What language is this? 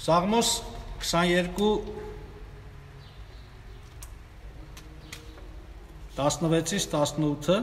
Armenian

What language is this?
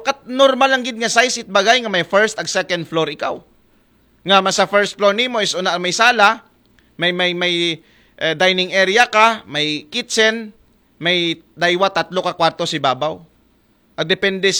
Aklanon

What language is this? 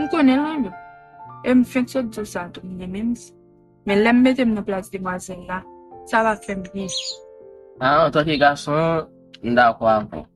Haitian Creole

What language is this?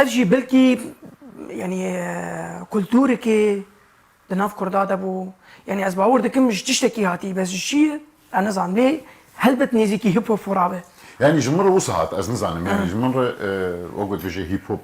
Kurdish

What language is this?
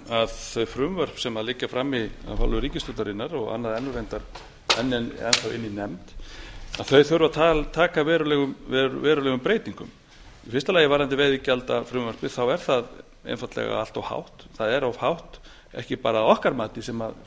Icelandic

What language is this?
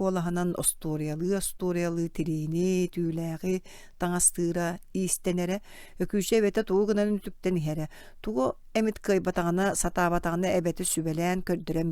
Yakut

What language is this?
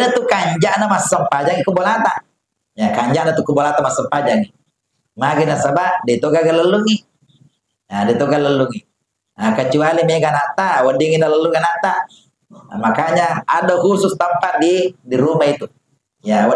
Buginese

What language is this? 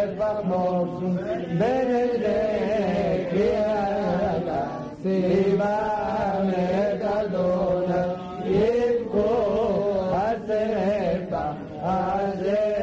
Hebrew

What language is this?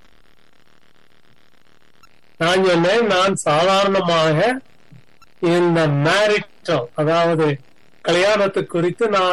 Tamil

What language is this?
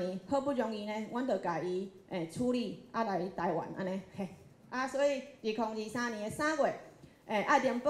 Min Nan Chinese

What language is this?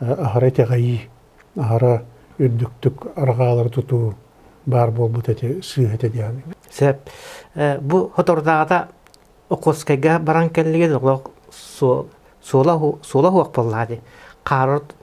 Yakut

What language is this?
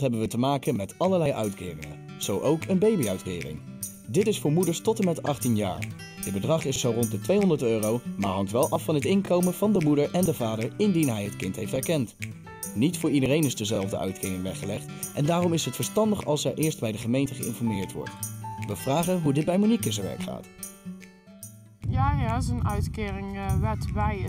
Dutch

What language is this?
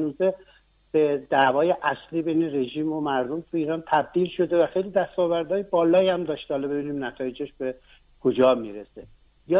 Persian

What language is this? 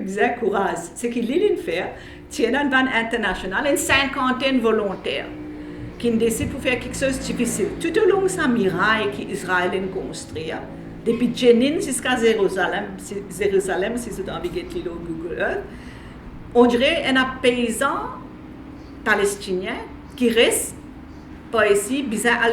Morisyen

